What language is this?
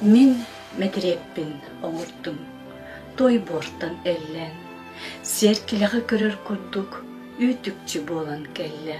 Yakut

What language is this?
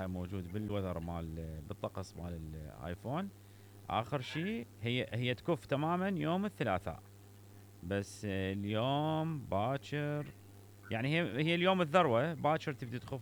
Mesopotamian Arabic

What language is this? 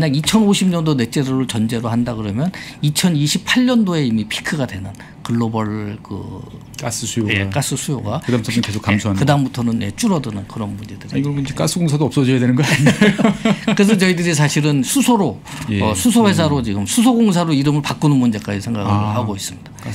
Korean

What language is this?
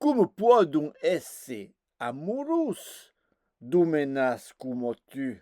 Occitan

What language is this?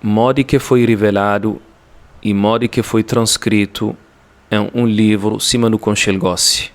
Kabuverdianu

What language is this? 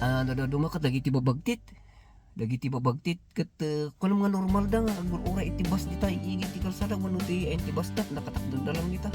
Iloko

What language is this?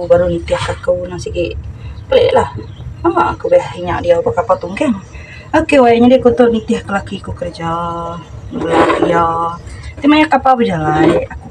Iban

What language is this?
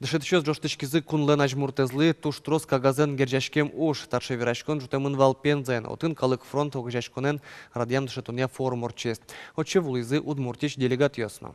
Udmurt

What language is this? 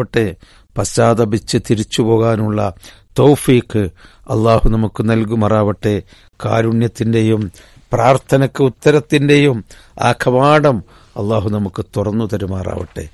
Malayalam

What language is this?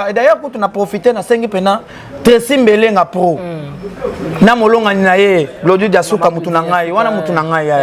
Lingala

